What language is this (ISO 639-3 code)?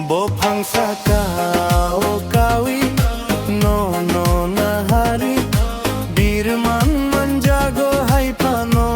trp